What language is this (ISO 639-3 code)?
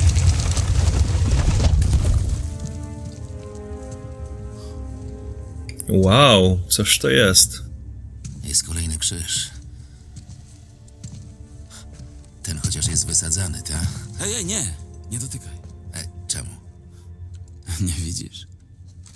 pol